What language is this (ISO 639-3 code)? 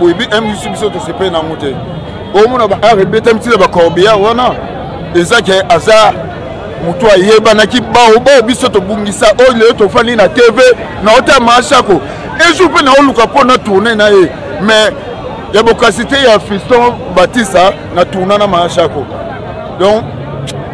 lin